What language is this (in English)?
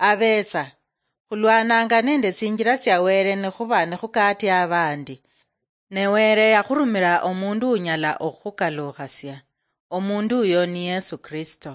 Luyia